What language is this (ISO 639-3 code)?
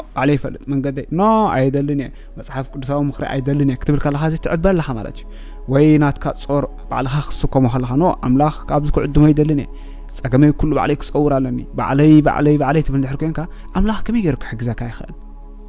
tir